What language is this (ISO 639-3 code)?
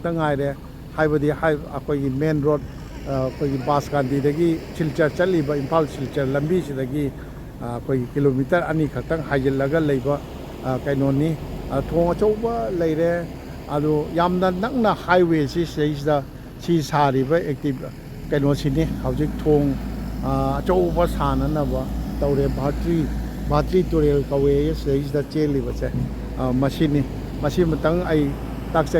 mni